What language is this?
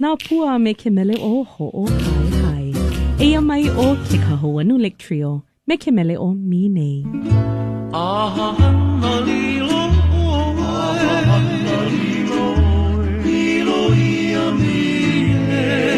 Hawaiian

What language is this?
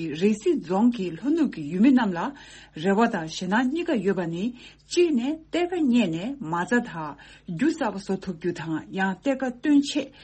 Tibetan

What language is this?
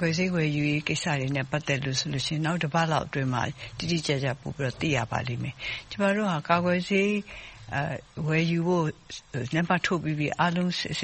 Burmese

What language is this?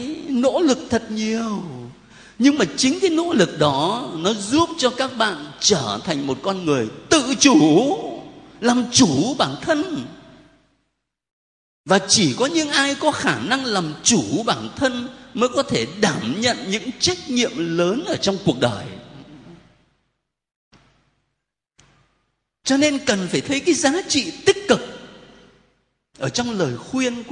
Vietnamese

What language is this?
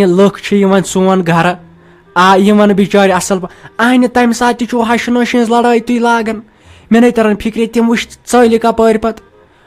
Kashmiri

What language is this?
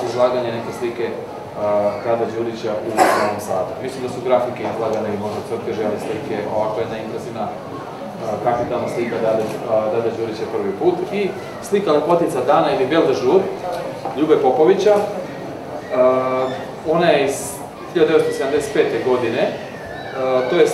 Serbian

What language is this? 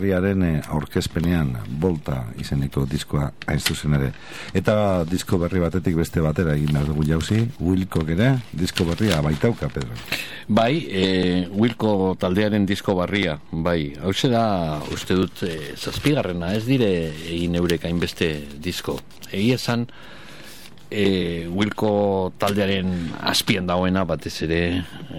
Basque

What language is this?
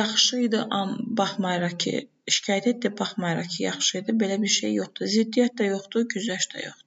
Azerbaijani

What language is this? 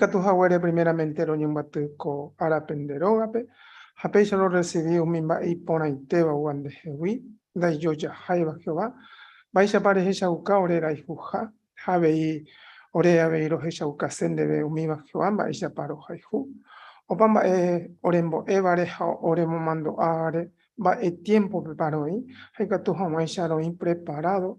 Guarani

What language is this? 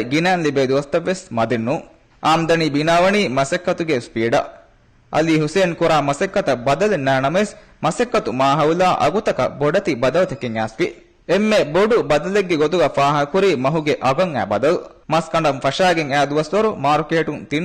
Divehi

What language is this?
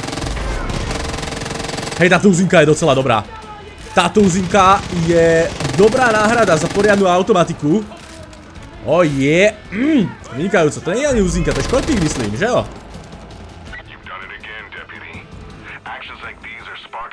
Slovak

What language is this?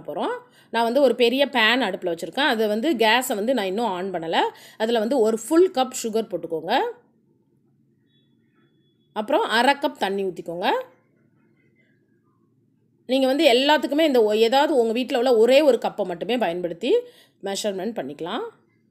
Tamil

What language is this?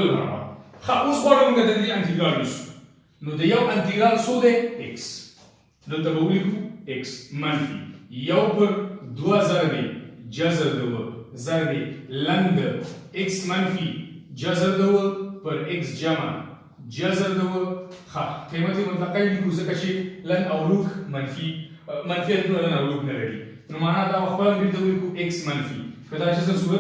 Pashto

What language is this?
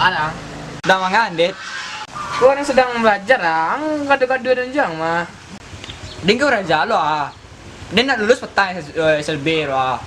Minangkabau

